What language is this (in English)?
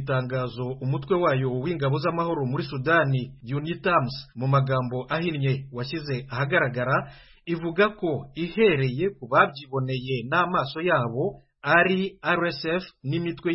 Kinyarwanda